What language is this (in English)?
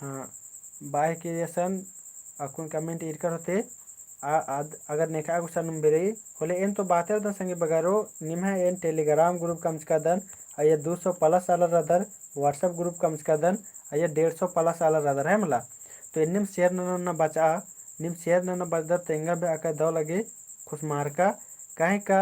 Kurukh